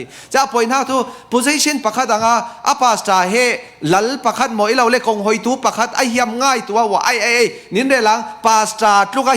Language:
Falam Chin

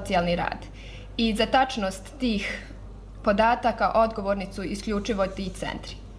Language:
Croatian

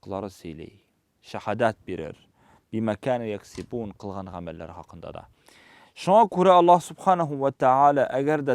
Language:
Tatar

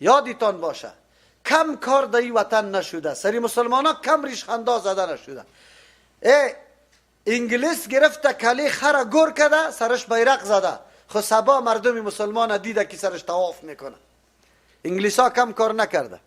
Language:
Persian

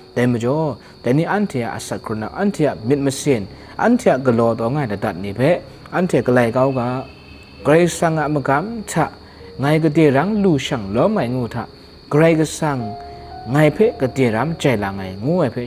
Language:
Kachin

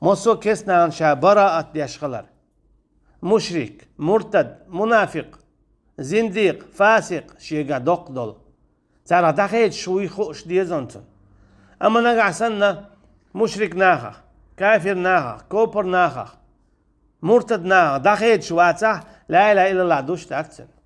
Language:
Chechen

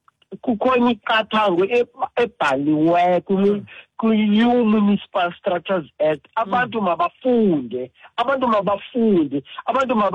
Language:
Xhosa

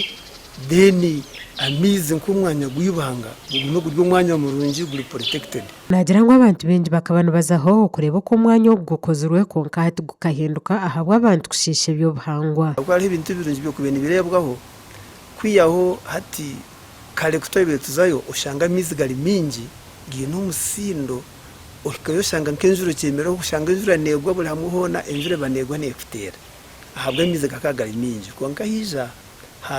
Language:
Nyankole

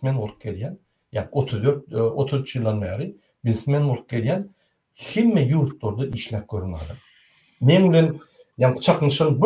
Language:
Turkmen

